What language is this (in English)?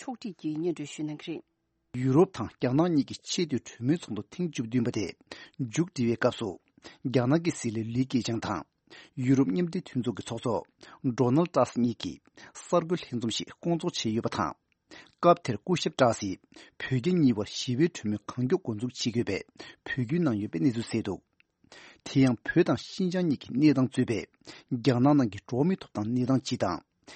Tibetan